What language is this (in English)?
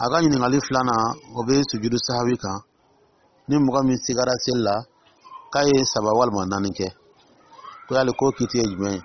Dyula